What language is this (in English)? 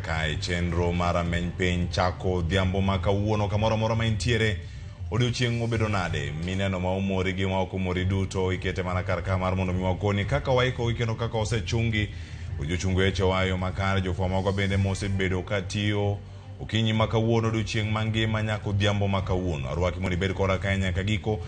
Luo (Kenya and Tanzania)